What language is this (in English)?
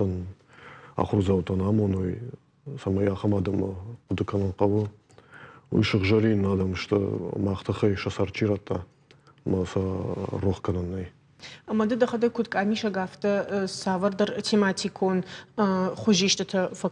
Ossetic